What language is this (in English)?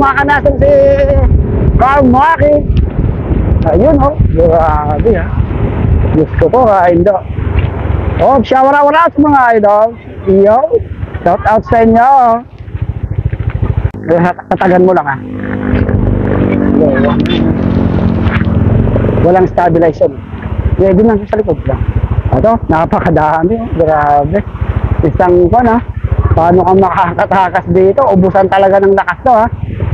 Filipino